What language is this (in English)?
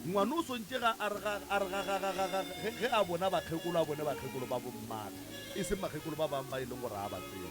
Northern Sotho